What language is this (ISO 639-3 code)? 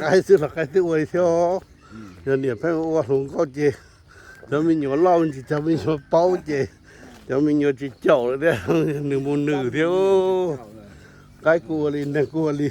hmn